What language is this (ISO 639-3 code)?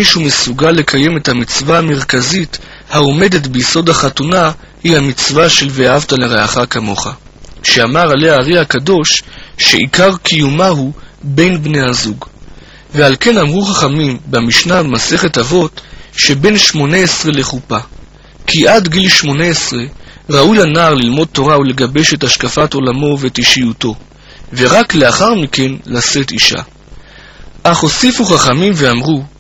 heb